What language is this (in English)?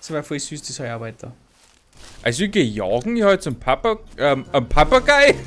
Bavarian